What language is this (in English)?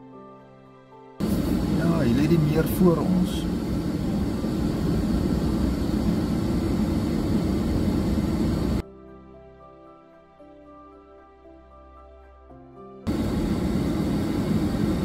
Afrikaans